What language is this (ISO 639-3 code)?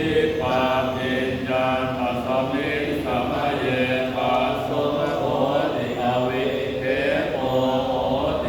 pli